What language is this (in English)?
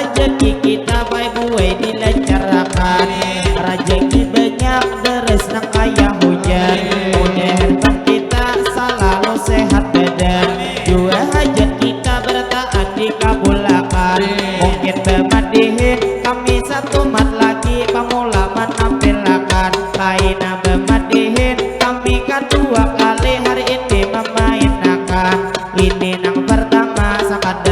Banjar